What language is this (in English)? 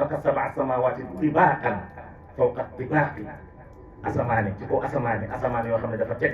Wolof